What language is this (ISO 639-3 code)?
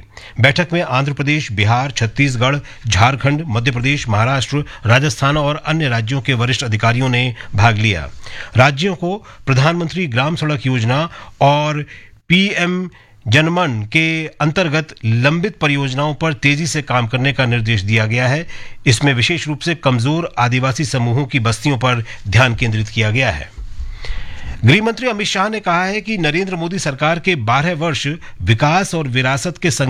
hin